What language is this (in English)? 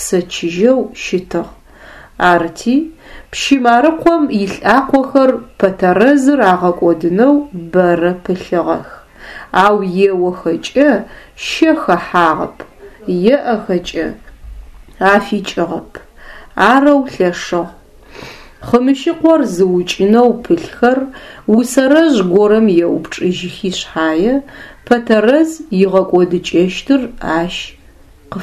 Adyghe